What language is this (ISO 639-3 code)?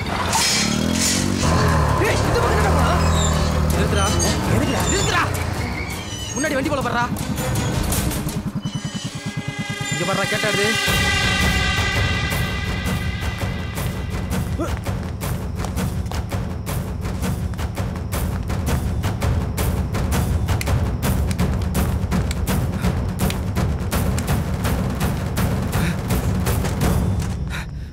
tam